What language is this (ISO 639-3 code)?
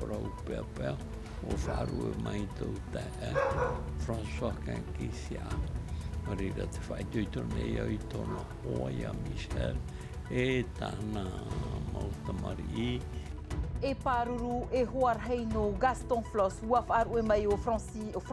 tah